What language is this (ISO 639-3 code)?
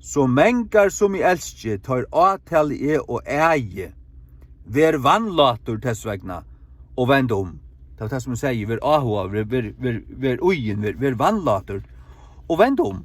fao